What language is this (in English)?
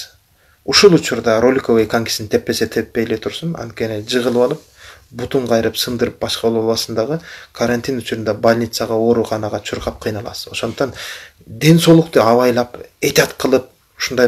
Kyrgyz